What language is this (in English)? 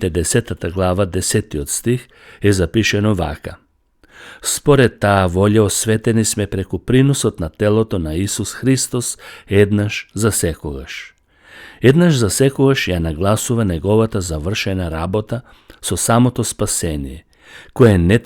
Macedonian